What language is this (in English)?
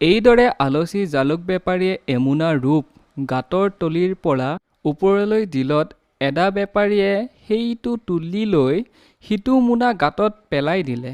Assamese